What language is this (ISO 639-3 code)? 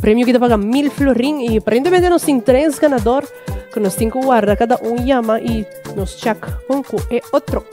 pap